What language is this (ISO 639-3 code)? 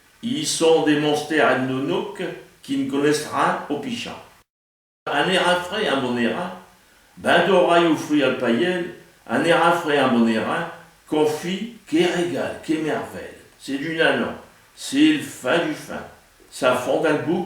pcd